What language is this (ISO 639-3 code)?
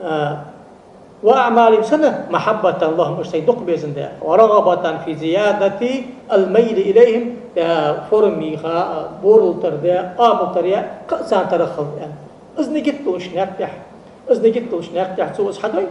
inh